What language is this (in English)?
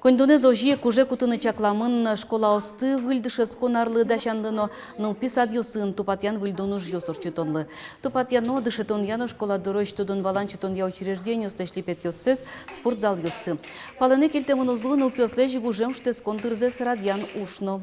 Udmurt